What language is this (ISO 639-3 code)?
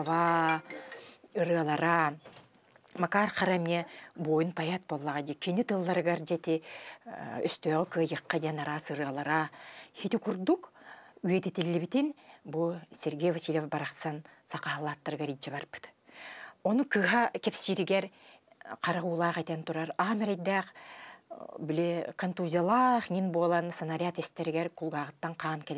sah